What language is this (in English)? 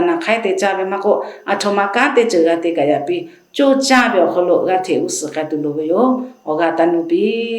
Lahu